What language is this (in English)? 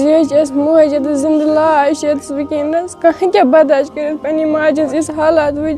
Kashmiri